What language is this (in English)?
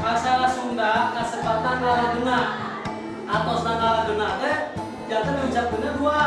Sundanese